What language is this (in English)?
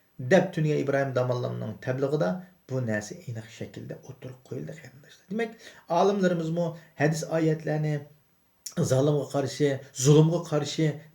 Uyghur